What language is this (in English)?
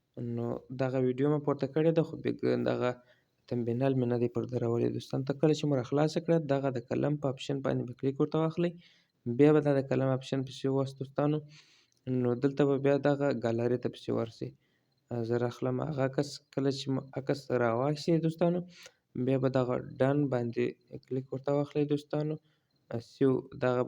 Pashto